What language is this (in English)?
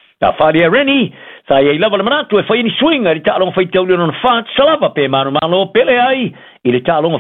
Samoan